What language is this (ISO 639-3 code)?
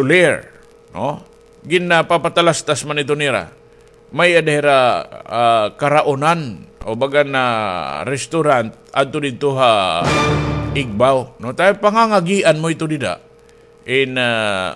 war